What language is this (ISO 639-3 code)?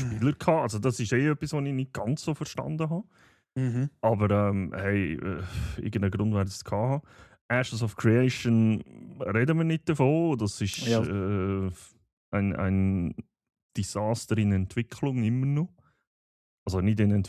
gsw